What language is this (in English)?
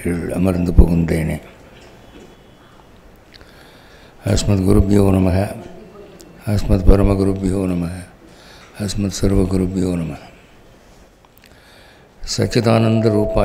Tamil